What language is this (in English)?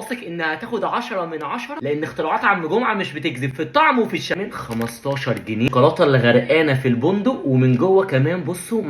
Egyptian Arabic